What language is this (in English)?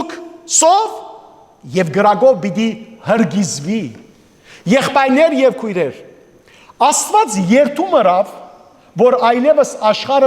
Western Armenian